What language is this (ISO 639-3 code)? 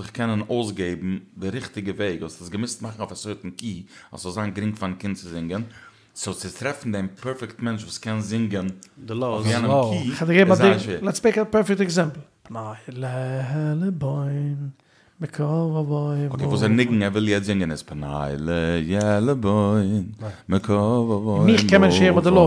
yid